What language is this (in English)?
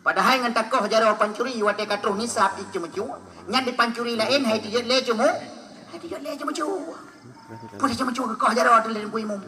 Achinese